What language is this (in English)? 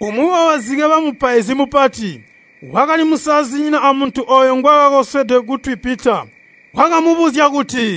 Tonga (Zambia)